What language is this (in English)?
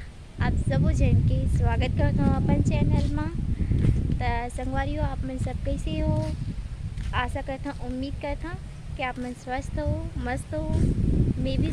Chhattisgarhi